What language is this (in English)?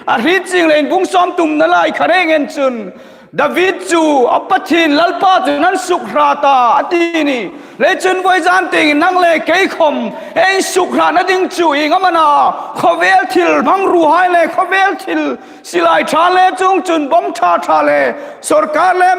Hmar